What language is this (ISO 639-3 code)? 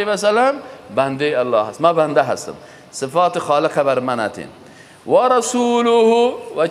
fas